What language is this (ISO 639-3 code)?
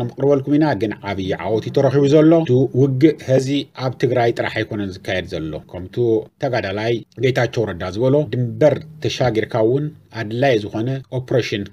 tir